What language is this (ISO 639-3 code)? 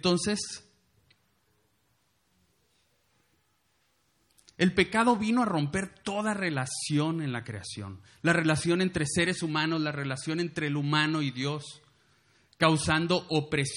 spa